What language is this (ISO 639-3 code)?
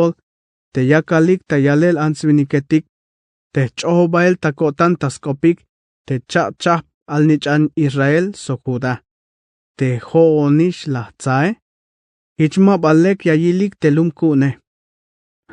tzh